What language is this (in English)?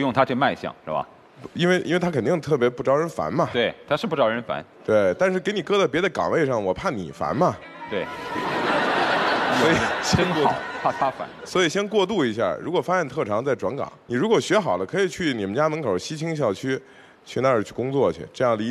Chinese